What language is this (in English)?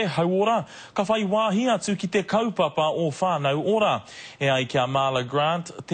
Māori